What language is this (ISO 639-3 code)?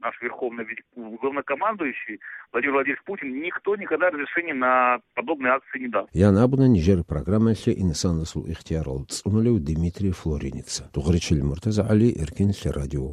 ava